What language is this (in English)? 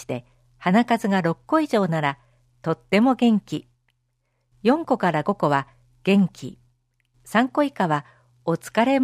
Japanese